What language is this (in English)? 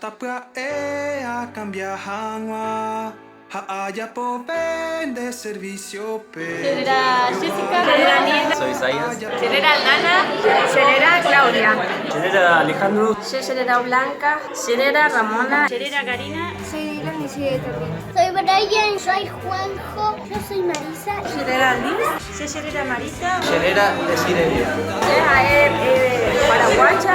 Guarani